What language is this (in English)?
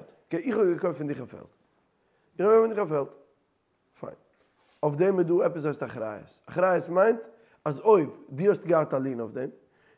Yiddish